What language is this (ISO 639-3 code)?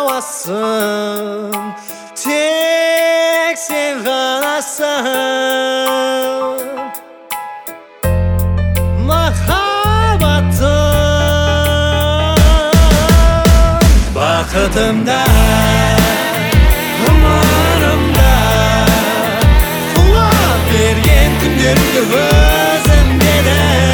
kaz